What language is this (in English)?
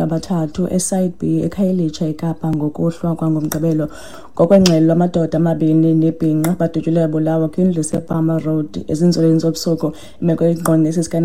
Xhosa